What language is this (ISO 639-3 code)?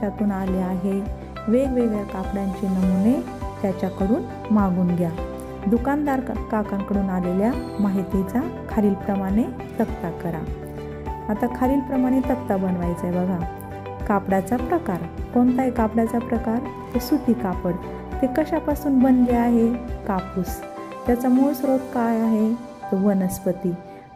mar